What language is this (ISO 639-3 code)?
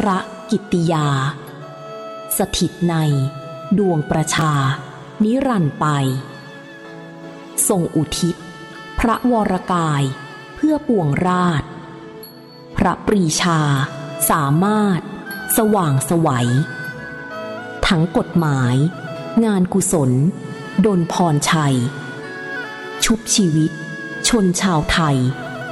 tha